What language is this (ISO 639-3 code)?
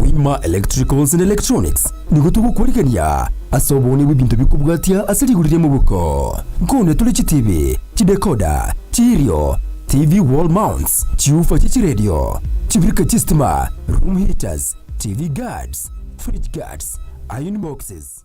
guz